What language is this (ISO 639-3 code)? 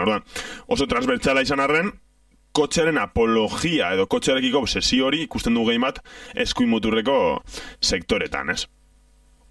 eus